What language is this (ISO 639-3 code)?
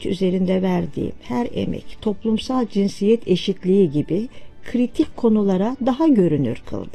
tur